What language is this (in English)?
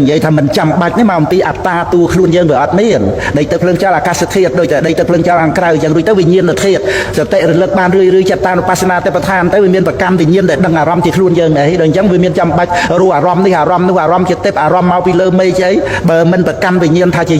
Khmer